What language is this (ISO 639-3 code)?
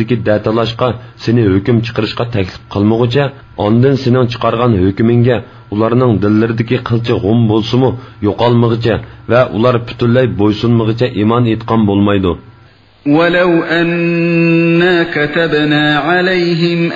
uig